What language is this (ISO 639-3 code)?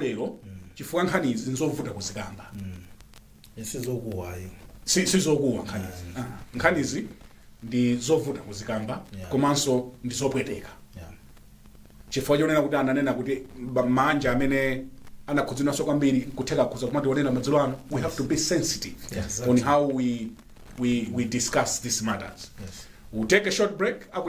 nya